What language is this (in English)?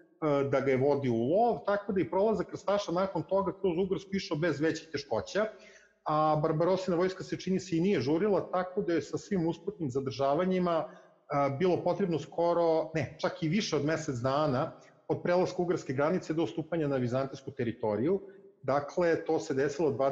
Serbian